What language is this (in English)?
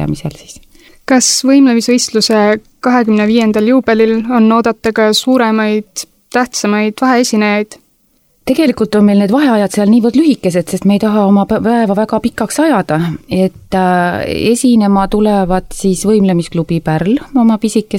Estonian